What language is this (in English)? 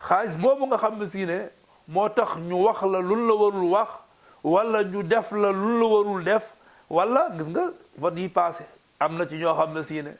Wolof